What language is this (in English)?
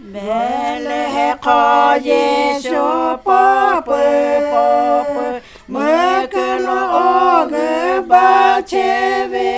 Lahu